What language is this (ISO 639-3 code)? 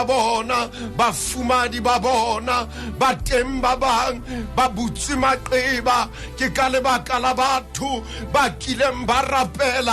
sot